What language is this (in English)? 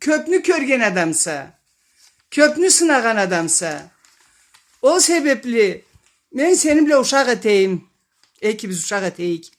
Karachay-Balkar